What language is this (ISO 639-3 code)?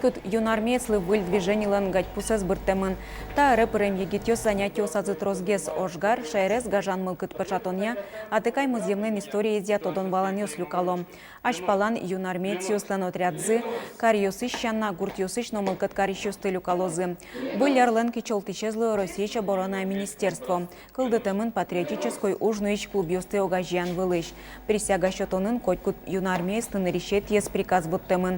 udm